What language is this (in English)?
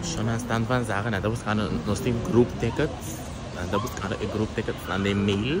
Papiamento